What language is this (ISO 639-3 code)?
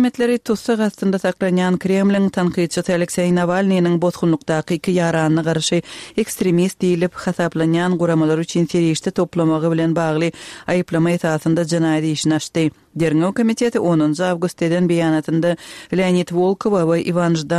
tuk